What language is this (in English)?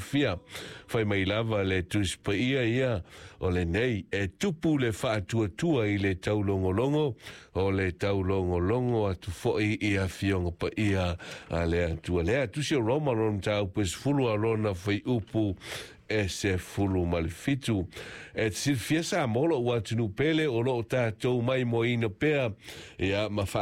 Samoan